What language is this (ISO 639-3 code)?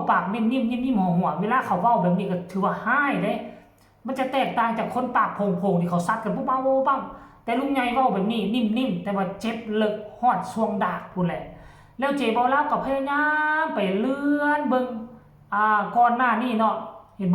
tts